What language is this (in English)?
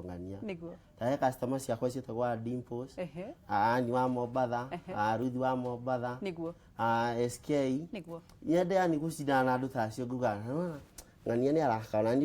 Kikuyu